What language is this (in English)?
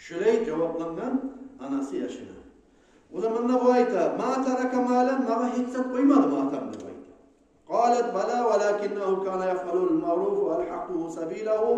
Kumyk